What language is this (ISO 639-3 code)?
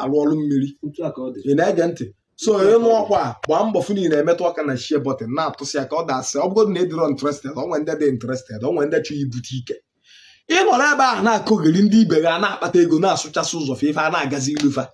ibo